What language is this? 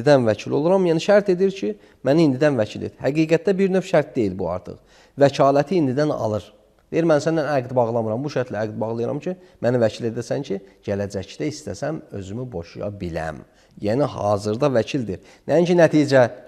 Azerbaijani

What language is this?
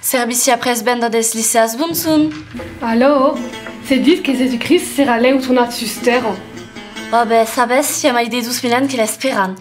Occitan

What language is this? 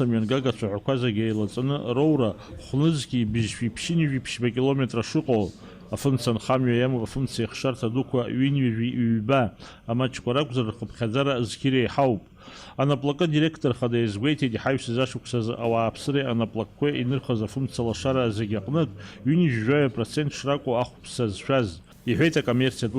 Abkhazian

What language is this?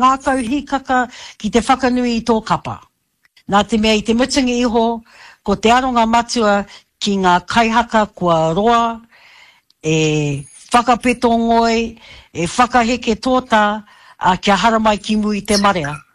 Māori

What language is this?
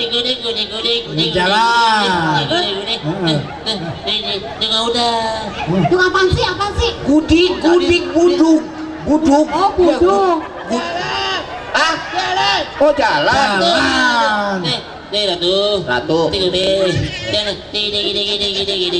Betawi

